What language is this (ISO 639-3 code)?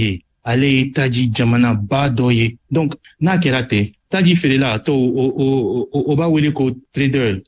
bam